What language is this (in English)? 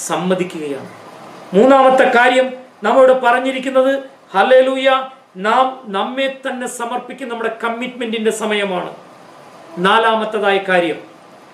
Malayalam